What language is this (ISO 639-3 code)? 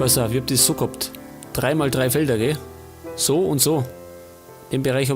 bar